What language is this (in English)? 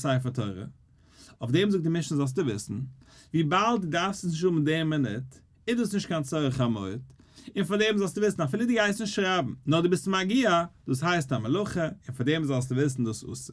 Yiddish